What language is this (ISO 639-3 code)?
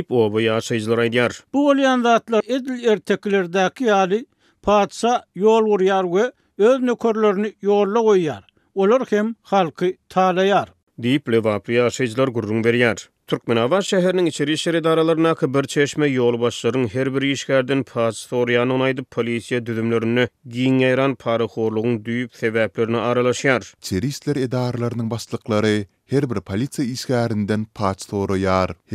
tuk